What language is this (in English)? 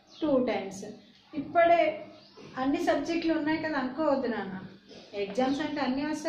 Telugu